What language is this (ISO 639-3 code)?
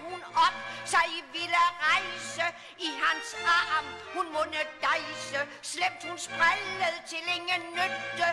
dan